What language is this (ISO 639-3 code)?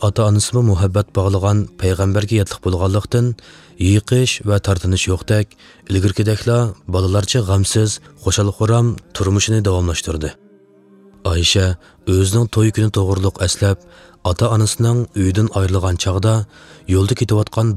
uig